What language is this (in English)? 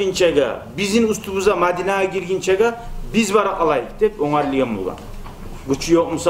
Kumyk